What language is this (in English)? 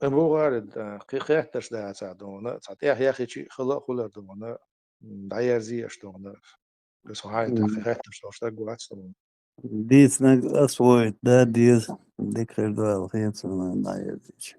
Chechen